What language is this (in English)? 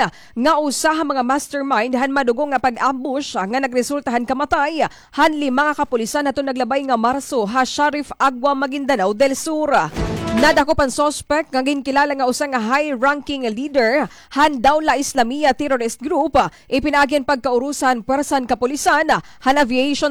Waray